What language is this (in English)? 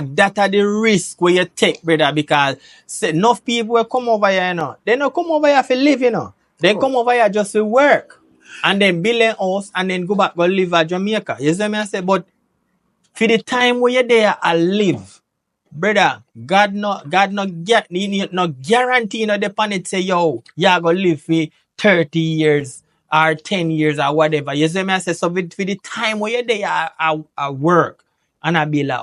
Jamaican Creole English